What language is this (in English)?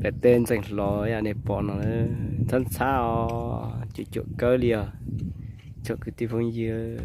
Hmong